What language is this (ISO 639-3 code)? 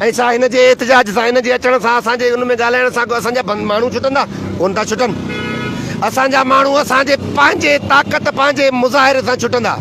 snd